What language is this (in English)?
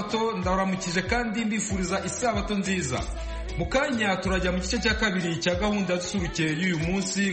Kinyarwanda